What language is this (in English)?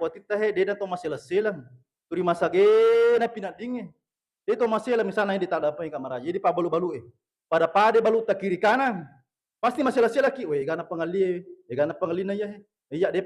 Buginese